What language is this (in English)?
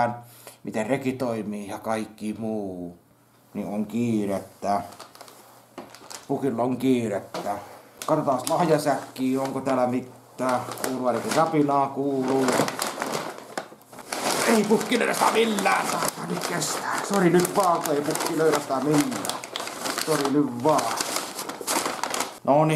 Finnish